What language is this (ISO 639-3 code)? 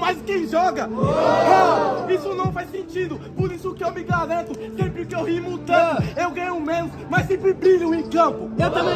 por